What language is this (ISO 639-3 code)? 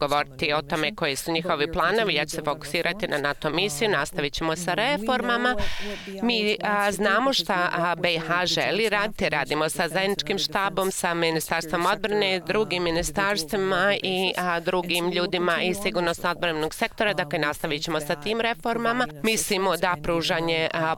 bos